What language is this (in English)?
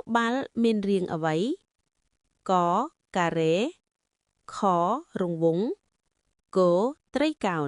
Khmer